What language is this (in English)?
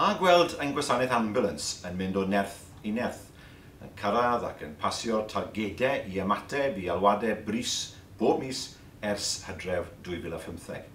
Welsh